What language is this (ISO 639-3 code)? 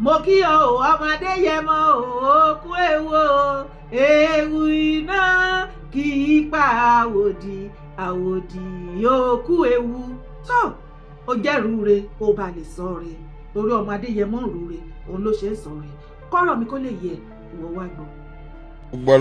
yor